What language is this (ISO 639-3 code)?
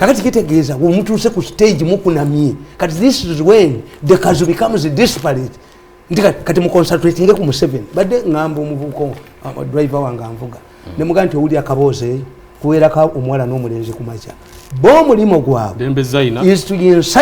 lug